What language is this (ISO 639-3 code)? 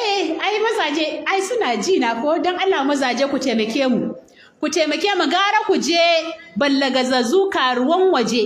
hau